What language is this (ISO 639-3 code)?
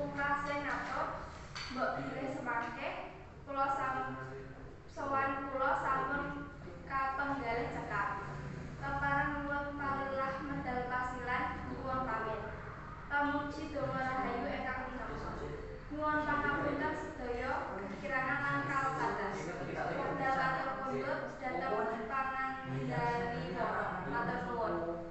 jav